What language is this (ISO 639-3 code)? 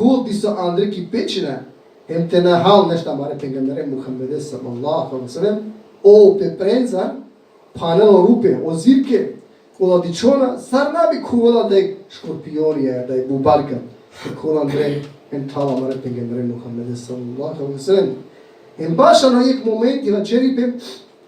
rmn